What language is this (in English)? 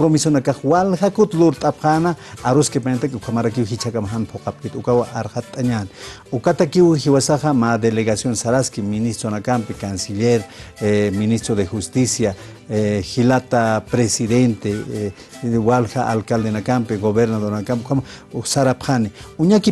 Aymara